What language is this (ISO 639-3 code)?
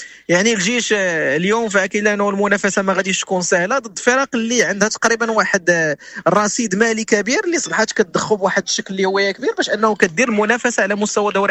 ary